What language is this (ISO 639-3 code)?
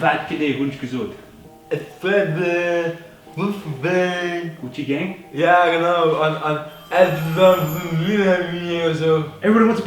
ltz